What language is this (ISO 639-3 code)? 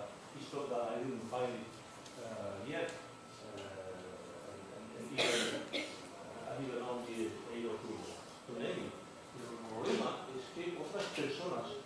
glg